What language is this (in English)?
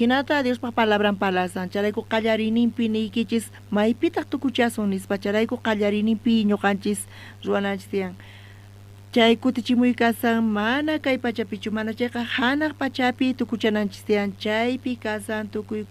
South Bolivian Quechua